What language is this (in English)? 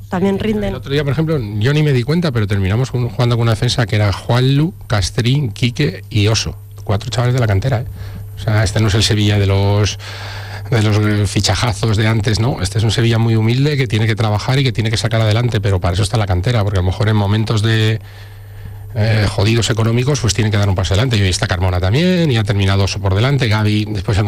Spanish